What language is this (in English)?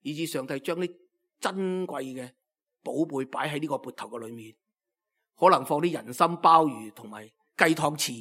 Cantonese